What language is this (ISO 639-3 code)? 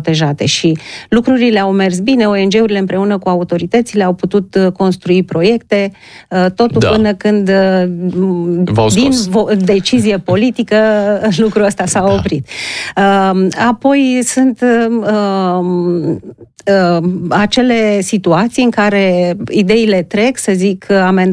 ron